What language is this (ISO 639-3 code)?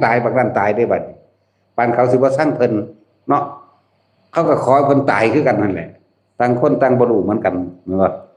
tts